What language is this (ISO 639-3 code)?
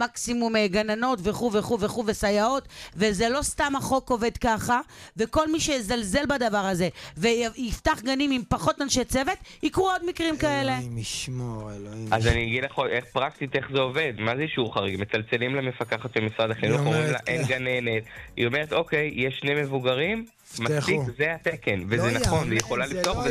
heb